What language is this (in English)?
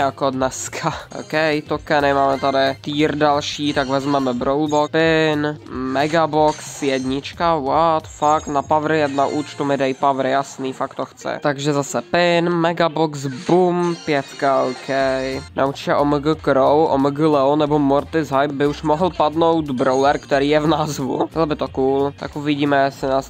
Czech